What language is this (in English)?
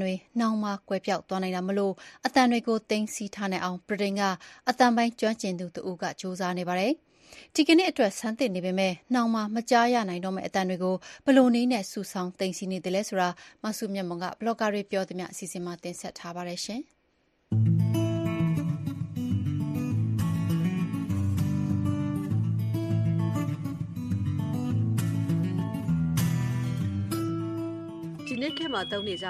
Burmese